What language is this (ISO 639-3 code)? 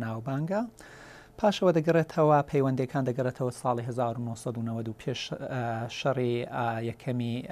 ckb